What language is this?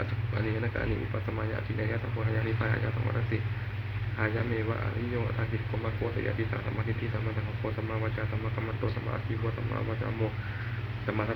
Pali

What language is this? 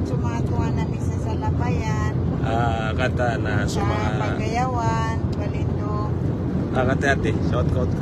Maranao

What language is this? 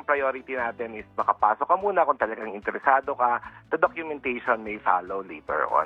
Filipino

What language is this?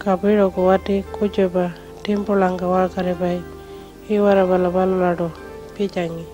Pitjantjatjara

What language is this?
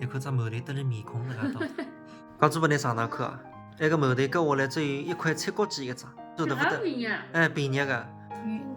Wu Chinese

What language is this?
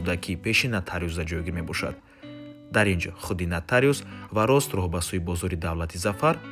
Tajik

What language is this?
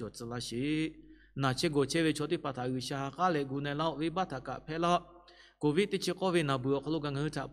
Lahu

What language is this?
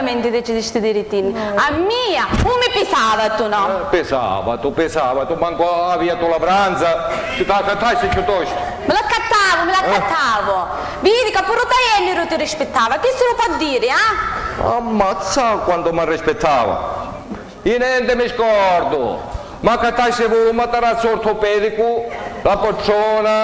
Sicilian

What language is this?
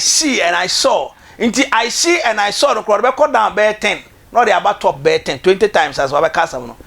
Akan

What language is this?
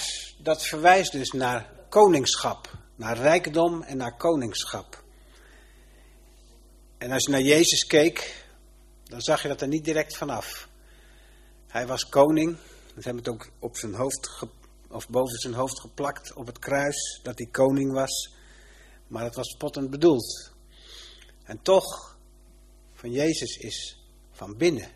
Dutch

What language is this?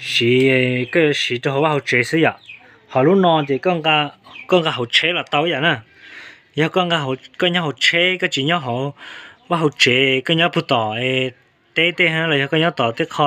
Hmong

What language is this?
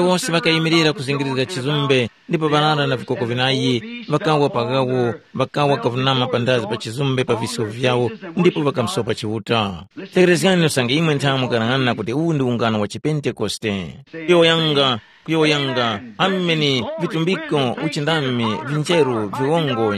Tumbuka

